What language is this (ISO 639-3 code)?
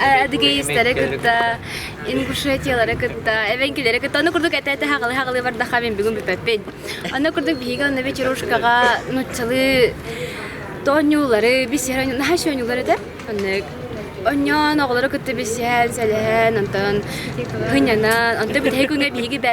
sah